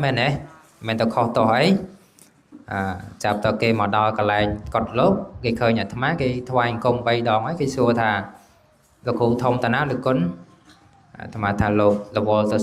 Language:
Khmer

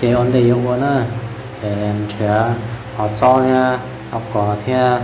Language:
Hmong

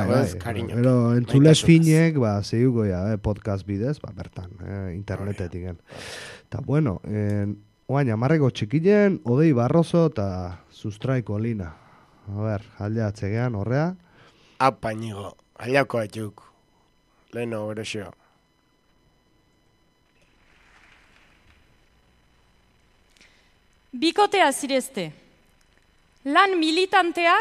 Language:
Basque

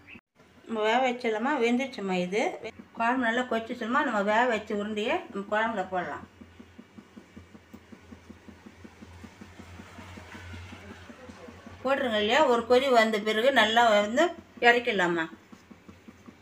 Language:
Tamil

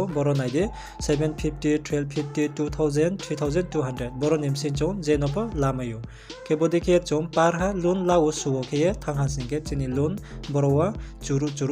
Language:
Riang (India)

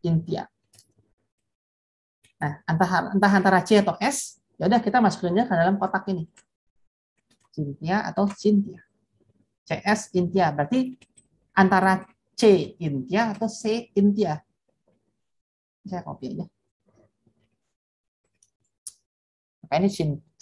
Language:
Indonesian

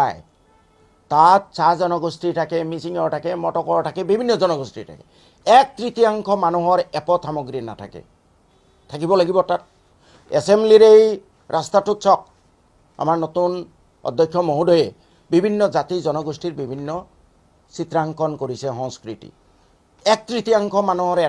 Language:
Assamese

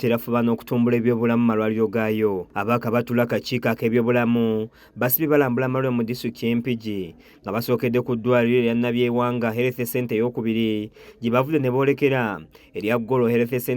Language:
Ganda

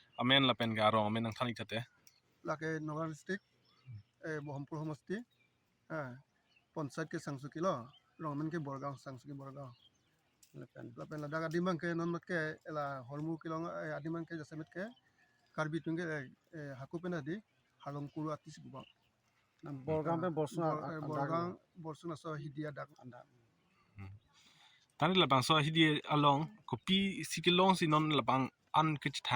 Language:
Karbi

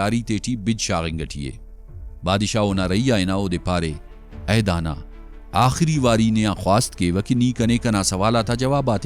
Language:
Brahui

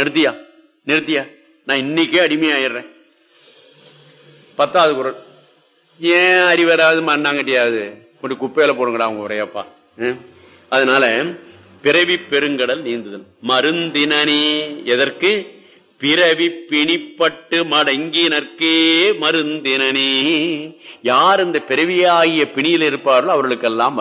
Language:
Tamil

